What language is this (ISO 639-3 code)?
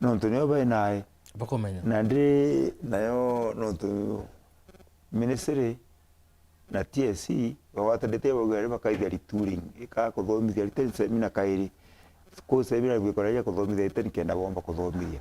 mer